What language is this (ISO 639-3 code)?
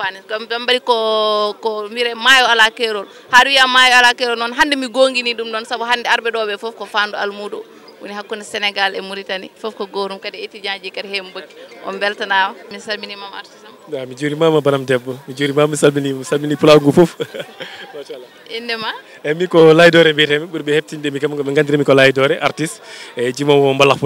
ful